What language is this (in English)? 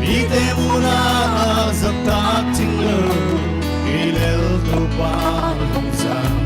Paite Chin